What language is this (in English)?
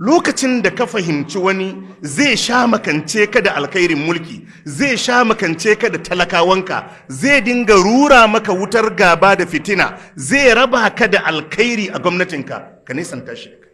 Hausa